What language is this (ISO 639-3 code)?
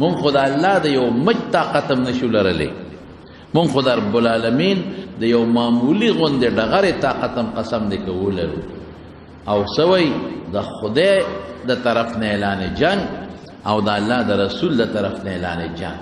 pus